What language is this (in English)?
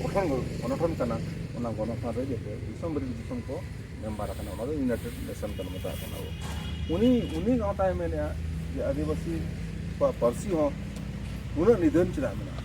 Santali